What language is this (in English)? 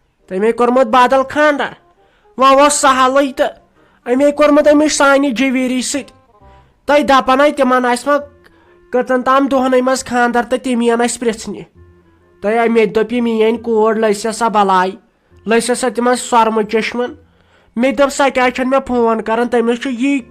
Kashmiri